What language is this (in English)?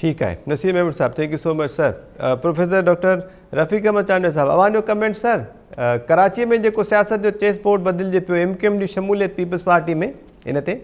Sindhi